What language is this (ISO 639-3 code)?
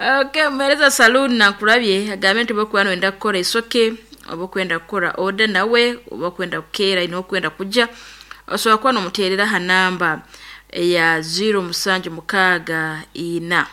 nyo